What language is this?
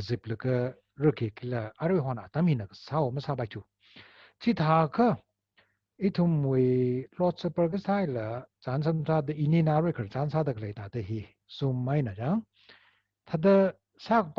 Tangkhul Naga (India)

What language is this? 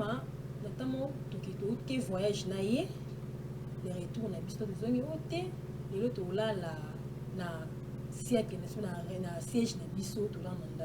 Lingala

